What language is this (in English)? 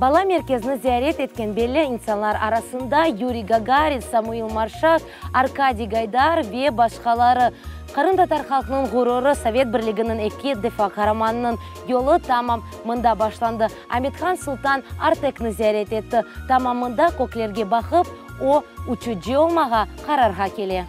Crimean Tatar